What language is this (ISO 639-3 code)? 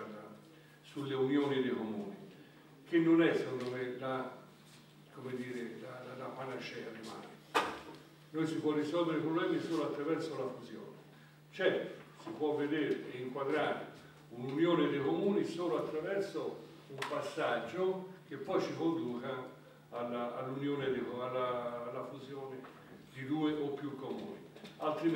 ita